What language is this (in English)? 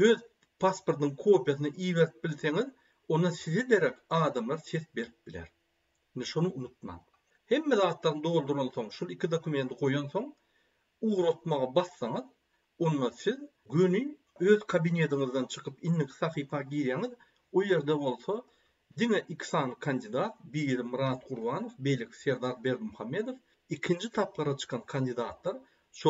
Turkmen